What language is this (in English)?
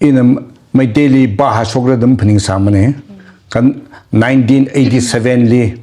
Tangkhul Naga (India)